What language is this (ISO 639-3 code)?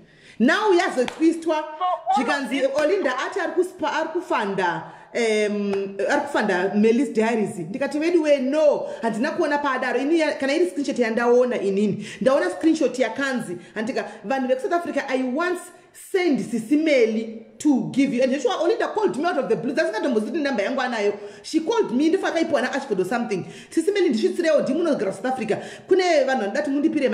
sna